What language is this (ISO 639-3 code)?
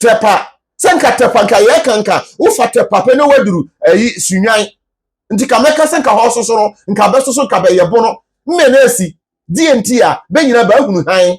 aka